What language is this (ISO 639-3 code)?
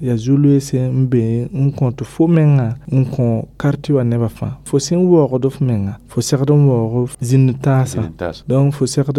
mos